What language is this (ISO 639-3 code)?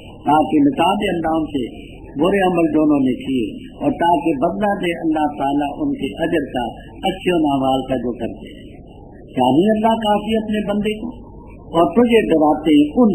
urd